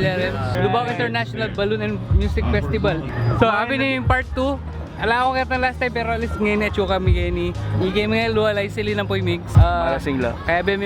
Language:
Pampanga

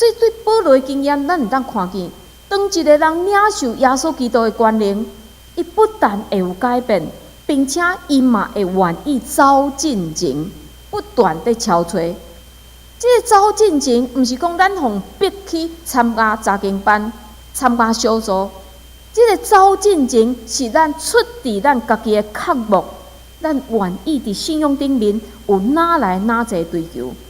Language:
Min Nan Chinese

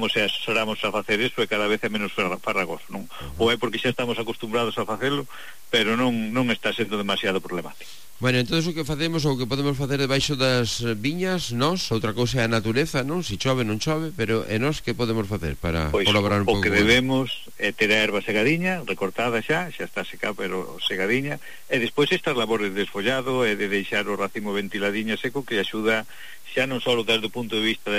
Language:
Galician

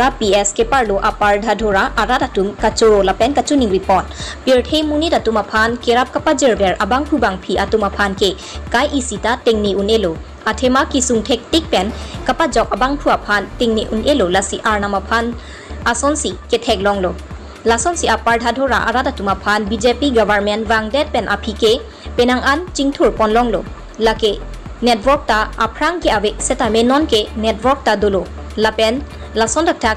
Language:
Karbi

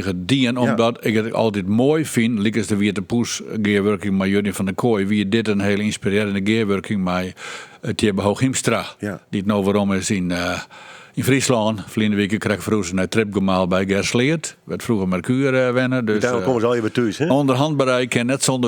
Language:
Western Frisian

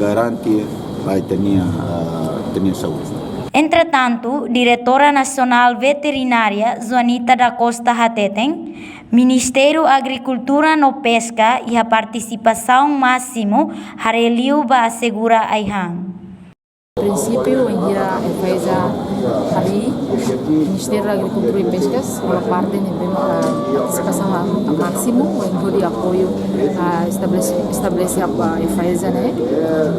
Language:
Tetum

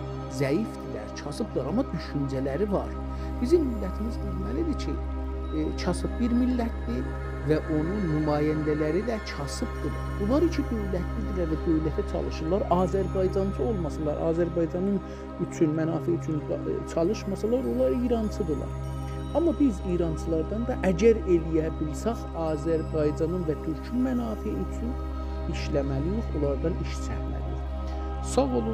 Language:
South Azerbaijani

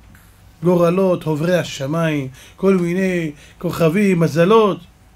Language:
Hebrew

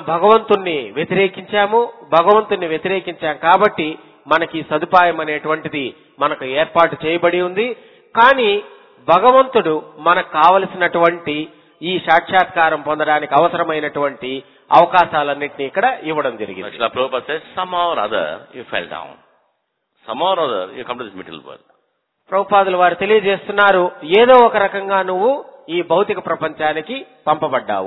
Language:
Telugu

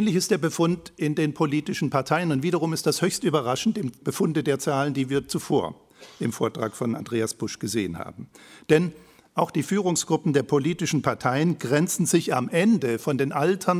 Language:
German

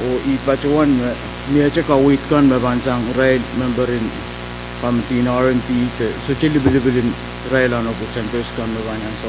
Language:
Pohnpeian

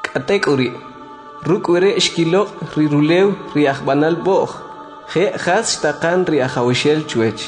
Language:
Kʼicheʼ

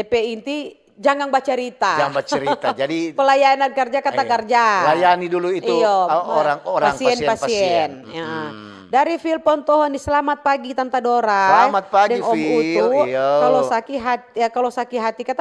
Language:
Manado Malay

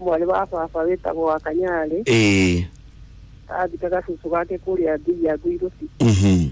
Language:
Kikuyu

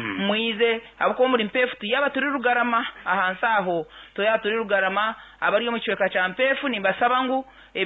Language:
Nyankole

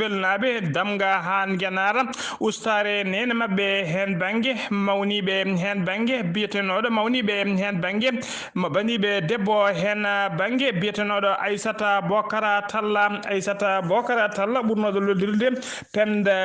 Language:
Fula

